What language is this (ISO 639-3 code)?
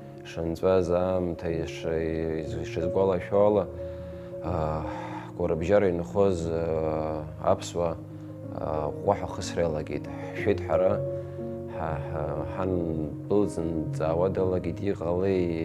abk